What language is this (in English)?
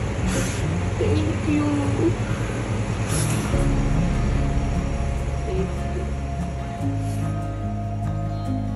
Filipino